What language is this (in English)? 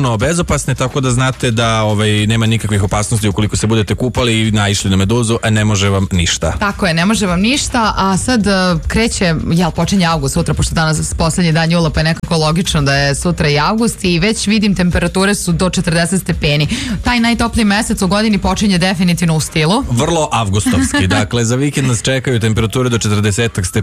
Serbian